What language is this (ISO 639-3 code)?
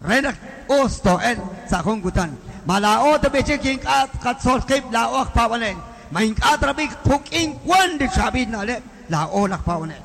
kek